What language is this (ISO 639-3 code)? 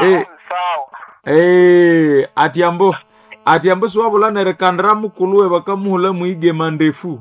nnb